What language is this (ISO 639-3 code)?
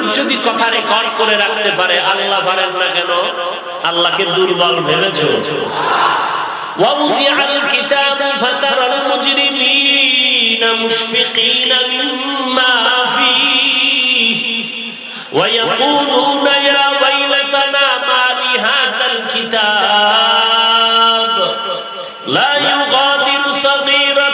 ben